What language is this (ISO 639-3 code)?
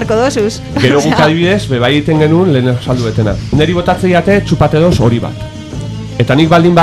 eus